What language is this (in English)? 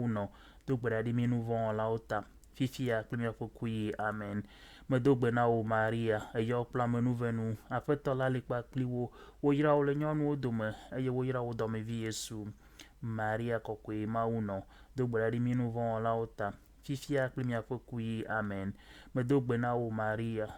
Ewe